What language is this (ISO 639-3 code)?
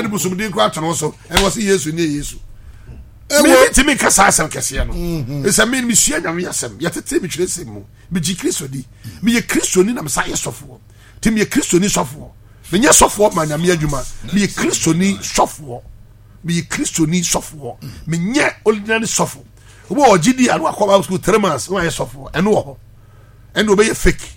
aka